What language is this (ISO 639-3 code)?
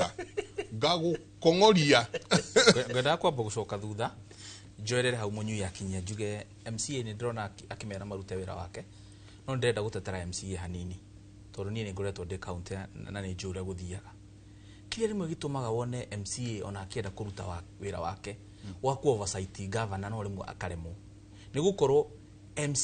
kik